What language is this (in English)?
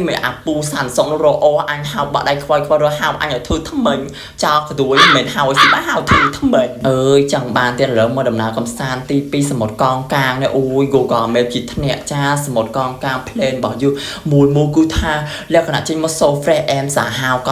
Khmer